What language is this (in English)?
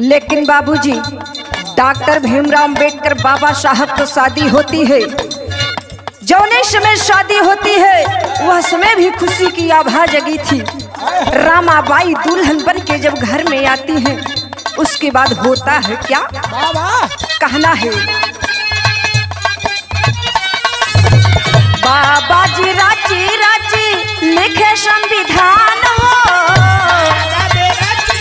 Bhojpuri